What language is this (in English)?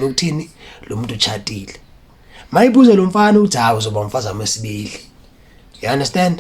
Zulu